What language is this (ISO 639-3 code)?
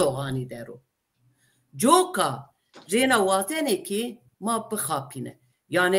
zza